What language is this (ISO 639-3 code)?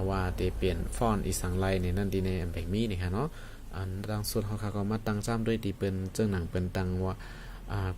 shn